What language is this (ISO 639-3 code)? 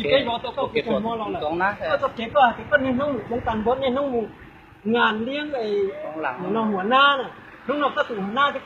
hmn